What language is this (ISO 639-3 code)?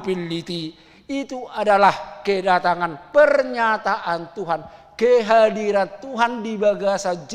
bbc